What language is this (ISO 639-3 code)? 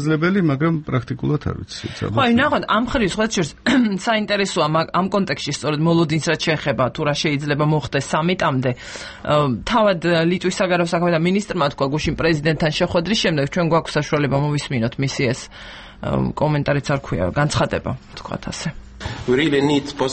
kat